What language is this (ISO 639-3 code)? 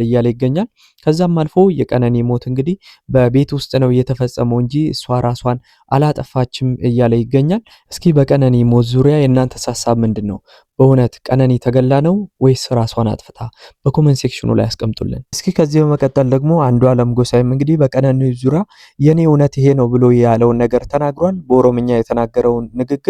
amh